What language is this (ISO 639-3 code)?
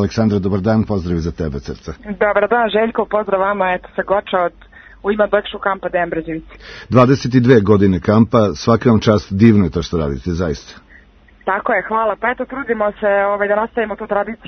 srp